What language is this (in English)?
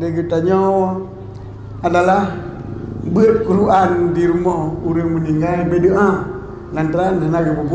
Achinese